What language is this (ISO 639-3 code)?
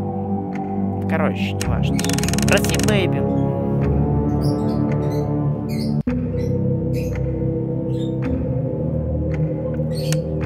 rus